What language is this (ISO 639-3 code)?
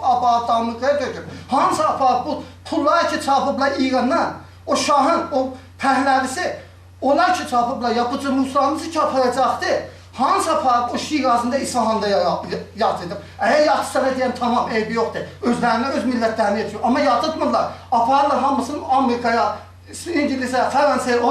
azb